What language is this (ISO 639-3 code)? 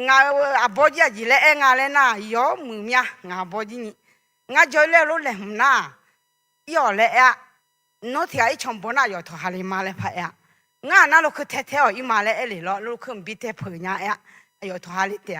ahk